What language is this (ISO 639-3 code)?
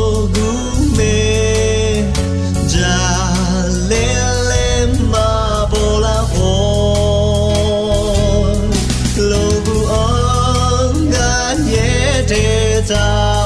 ahk